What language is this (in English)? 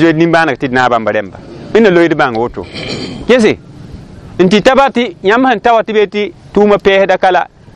Mossi